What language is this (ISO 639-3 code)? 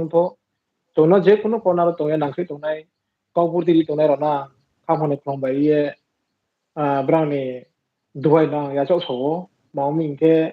ria